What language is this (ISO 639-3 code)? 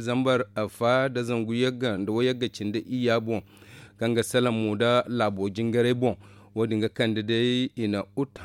dje